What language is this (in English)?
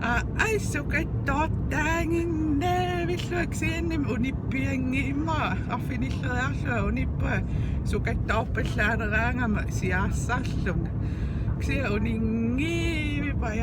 Kalaallisut